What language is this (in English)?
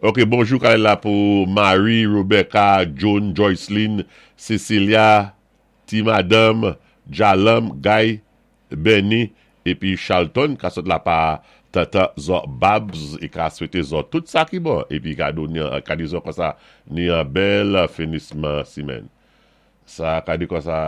Saint Lucian Creole French